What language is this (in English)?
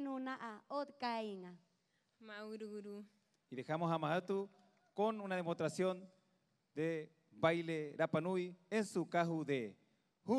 Rapanui